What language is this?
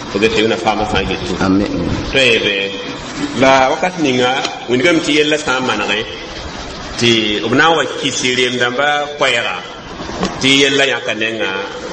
Mossi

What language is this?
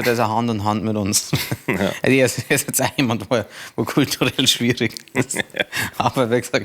Bavarian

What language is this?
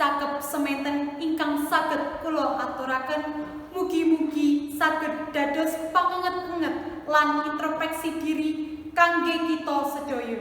Javanese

